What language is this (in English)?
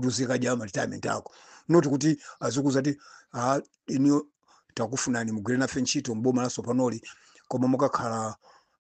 Nyanja